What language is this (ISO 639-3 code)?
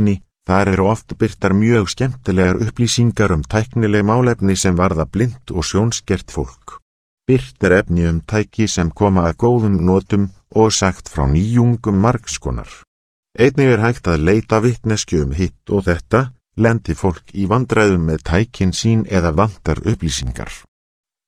isl